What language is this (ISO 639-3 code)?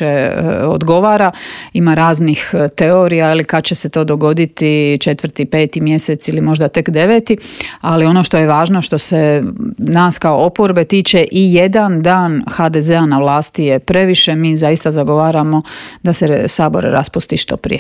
hrv